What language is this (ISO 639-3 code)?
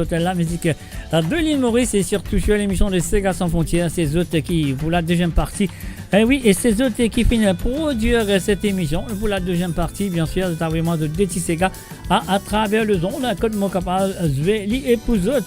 mfe